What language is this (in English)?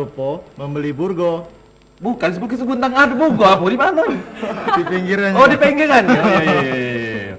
Musi